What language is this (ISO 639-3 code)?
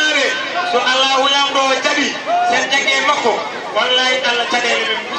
ful